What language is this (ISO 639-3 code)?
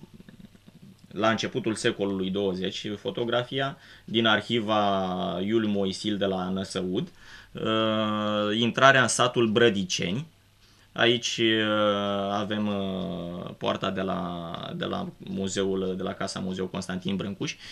ron